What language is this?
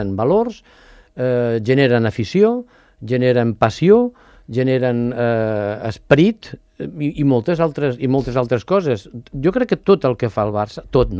Catalan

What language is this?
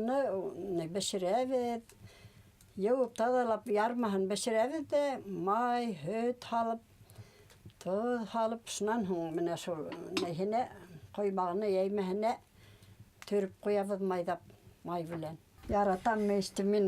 Bashkir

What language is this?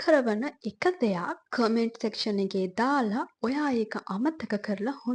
Sinhala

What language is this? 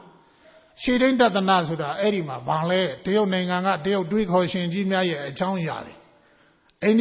Burmese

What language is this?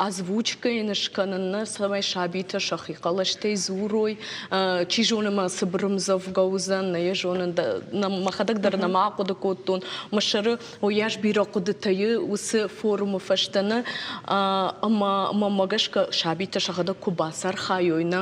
Ossetic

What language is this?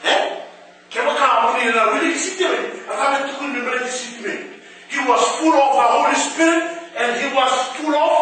Fijian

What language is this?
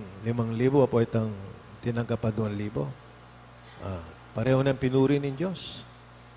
Pampanga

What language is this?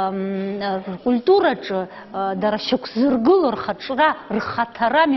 Abkhazian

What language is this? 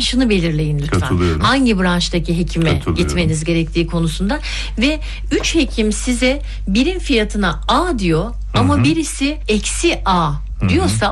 Turkish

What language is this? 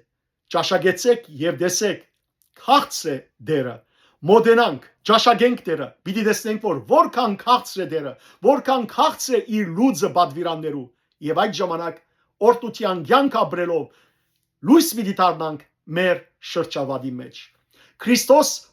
Western Armenian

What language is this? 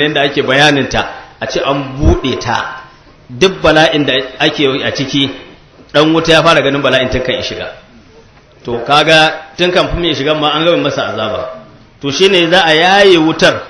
Hausa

